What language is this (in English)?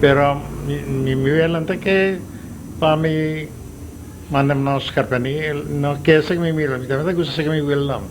Papiamento